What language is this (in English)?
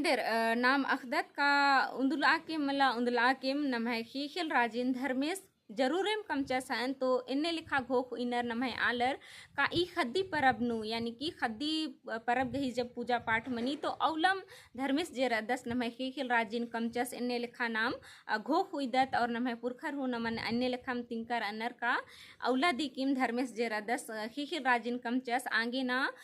Kurukh